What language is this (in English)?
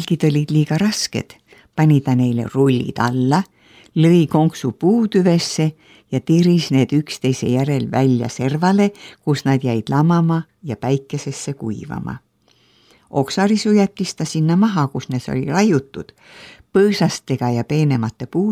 Estonian